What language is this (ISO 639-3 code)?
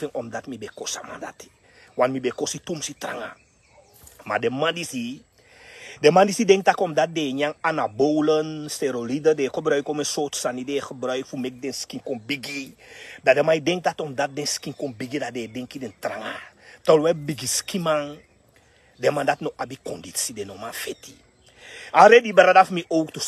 srn